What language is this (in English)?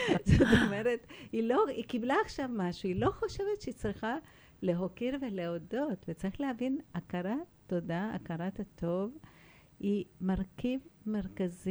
Hebrew